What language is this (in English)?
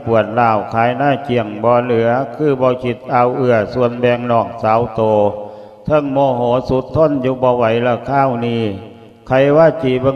Lao